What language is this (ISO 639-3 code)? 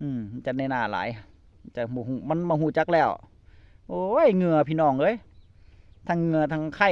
tts